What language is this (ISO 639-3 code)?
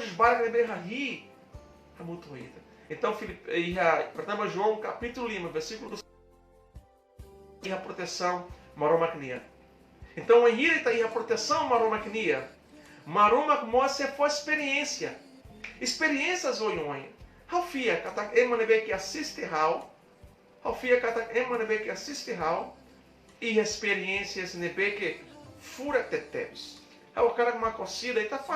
tet